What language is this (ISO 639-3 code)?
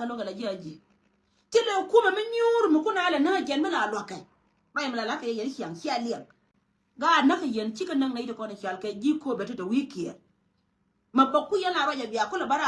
nus